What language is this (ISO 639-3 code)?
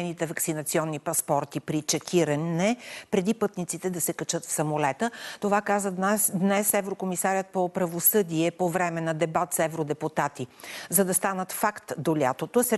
bul